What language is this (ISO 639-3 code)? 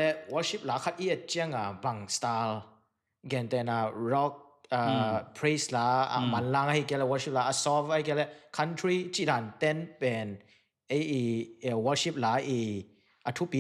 ctd